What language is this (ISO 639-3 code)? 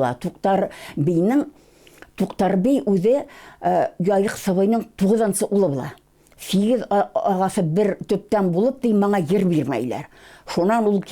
bak